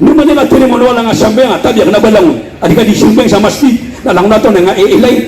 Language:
Maranao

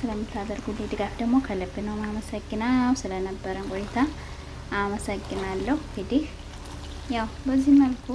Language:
Amharic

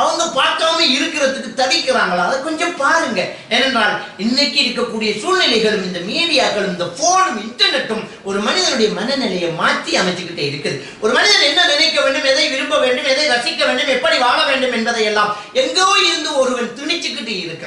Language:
Tamil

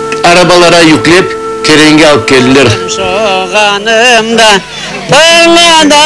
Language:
Crimean Tatar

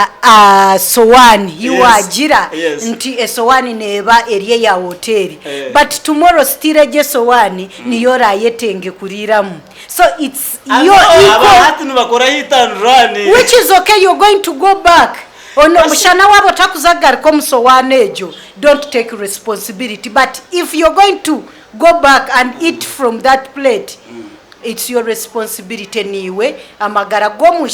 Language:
Nyankole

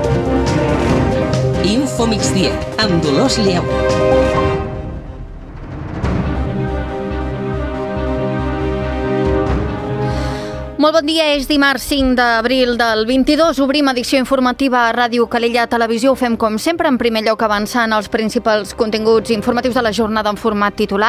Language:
Catalan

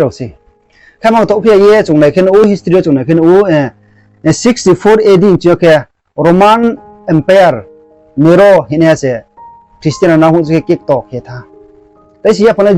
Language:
Riang (India)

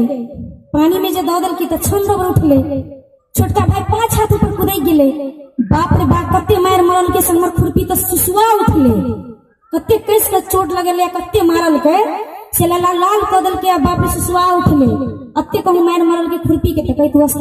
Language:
Maithili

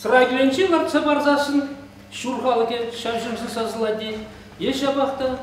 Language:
Chuvash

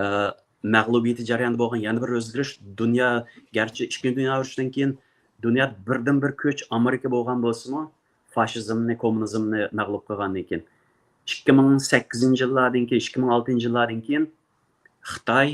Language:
Uyghur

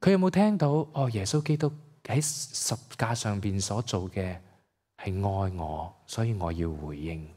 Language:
Cantonese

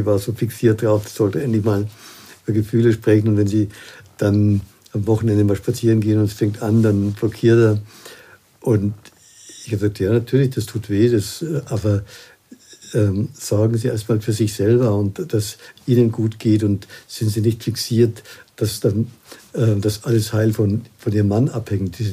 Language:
German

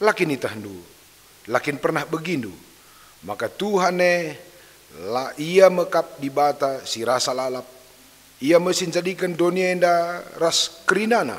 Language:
Batak Karo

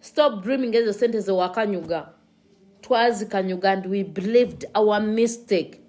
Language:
Ganda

